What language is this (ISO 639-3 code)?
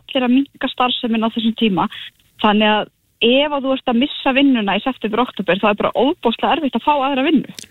isl